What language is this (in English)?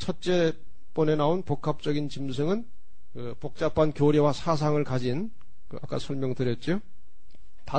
Korean